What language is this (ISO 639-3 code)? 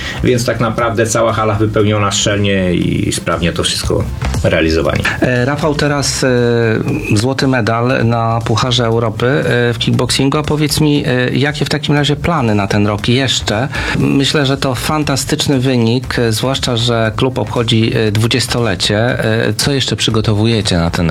pol